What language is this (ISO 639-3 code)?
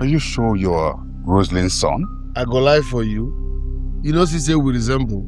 pcm